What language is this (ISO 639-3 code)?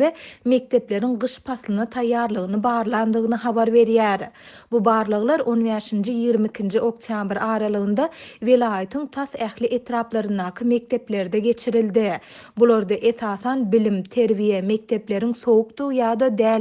tuk